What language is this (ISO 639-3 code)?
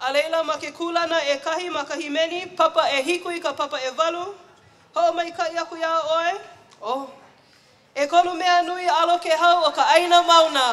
haw